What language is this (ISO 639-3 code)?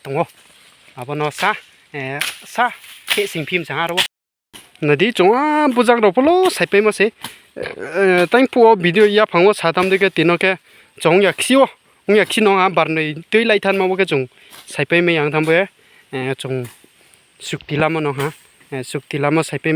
ria